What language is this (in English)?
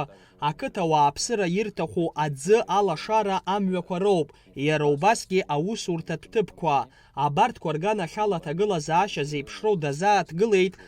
Abkhazian